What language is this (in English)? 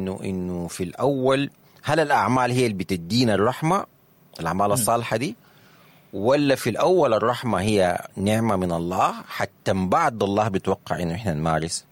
Sudanese Arabic